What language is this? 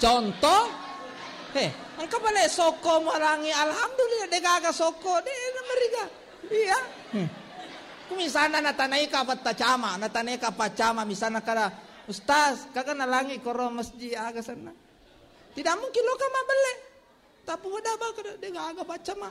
Buginese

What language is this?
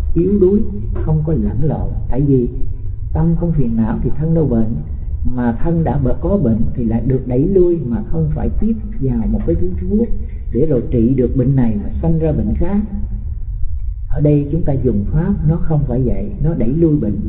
Vietnamese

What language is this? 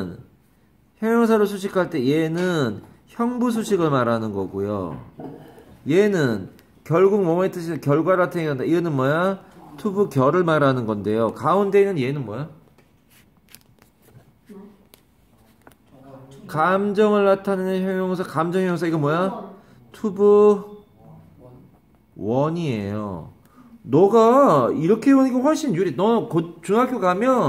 Korean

